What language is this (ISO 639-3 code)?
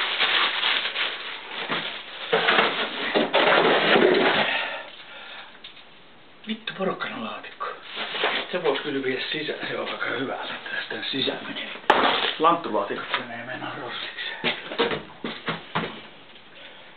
fin